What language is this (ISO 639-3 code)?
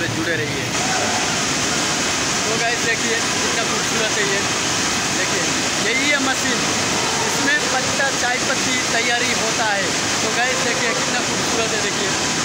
hin